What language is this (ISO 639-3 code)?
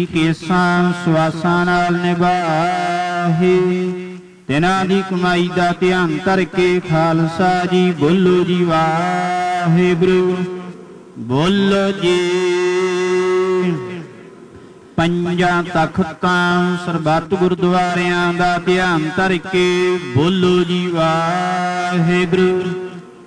pan